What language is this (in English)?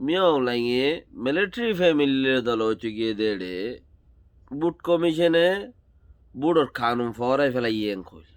Rohingya